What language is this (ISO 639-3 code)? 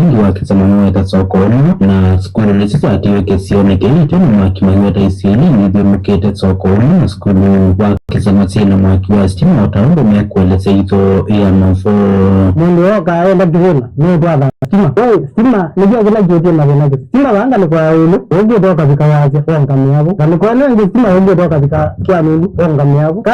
kam